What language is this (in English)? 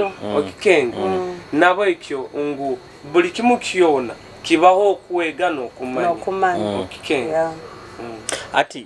Nyoro